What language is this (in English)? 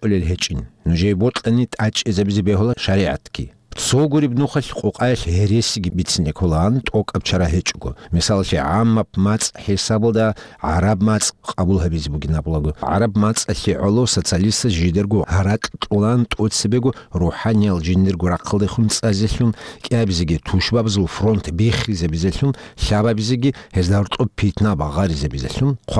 Avaric